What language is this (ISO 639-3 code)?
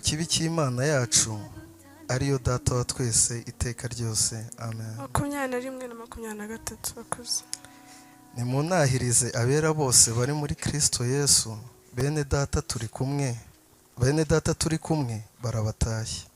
kin